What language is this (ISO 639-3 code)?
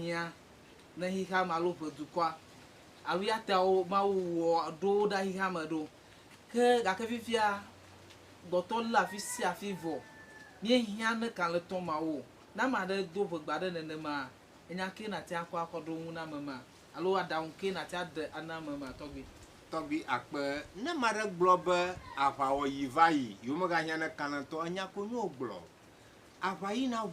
ewe